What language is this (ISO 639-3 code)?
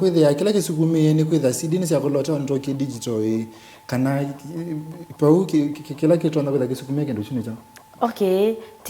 kam